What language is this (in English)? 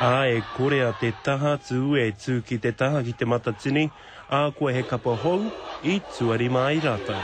Māori